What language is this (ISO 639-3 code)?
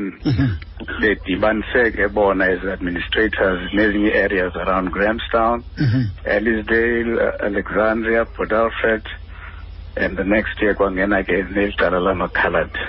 xho